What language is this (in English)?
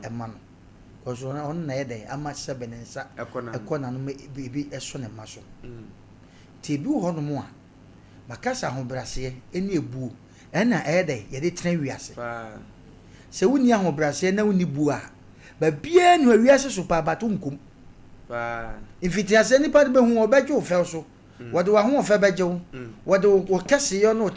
Akan